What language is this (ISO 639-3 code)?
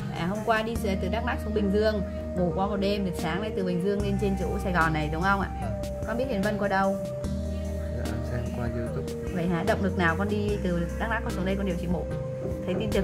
vie